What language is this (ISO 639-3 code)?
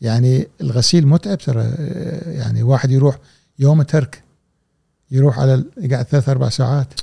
afb